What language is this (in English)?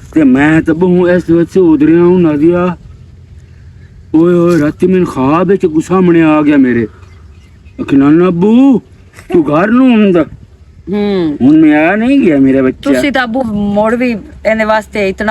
Western Panjabi